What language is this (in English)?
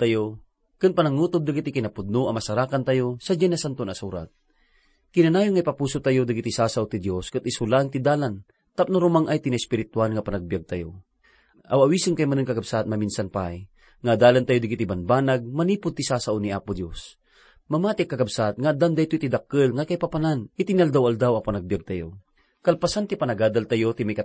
Iloko